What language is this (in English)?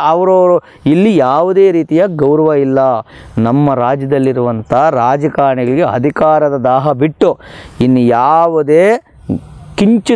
Kannada